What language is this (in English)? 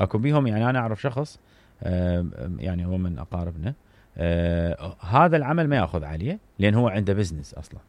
Mesopotamian Arabic